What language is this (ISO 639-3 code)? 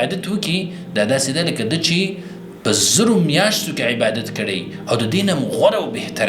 pus